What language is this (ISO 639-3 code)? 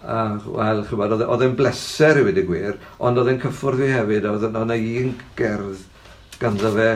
cym